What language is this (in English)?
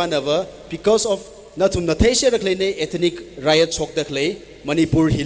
Tangkhul Naga (India)